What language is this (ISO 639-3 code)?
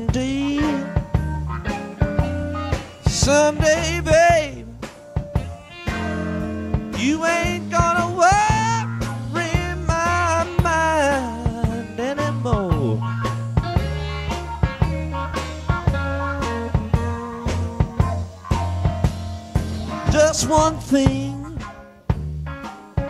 eng